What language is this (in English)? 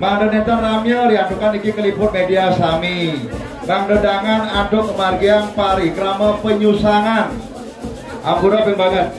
Balinese